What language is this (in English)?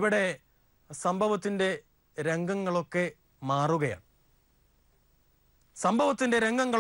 Malayalam